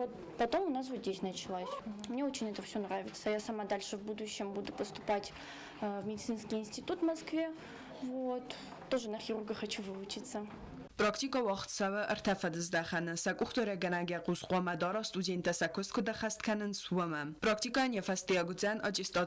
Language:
Ossetic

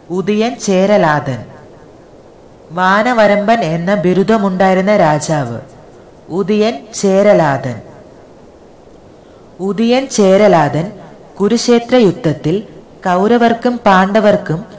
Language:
Malayalam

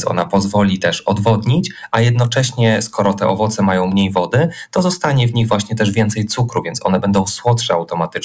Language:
Polish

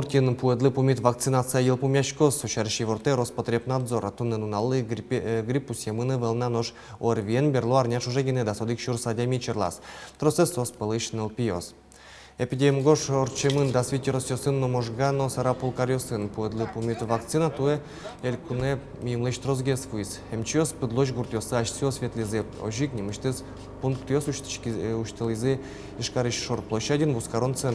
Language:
Udmurt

